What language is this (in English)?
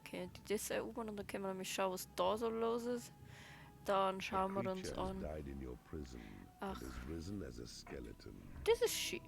Bavarian